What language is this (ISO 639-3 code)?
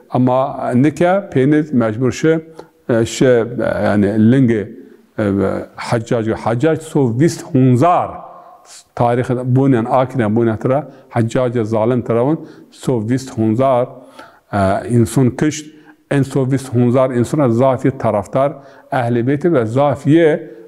zza